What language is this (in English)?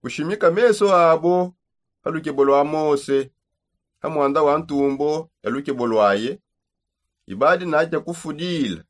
Songe